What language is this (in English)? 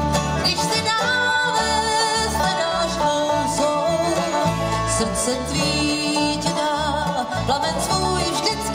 Czech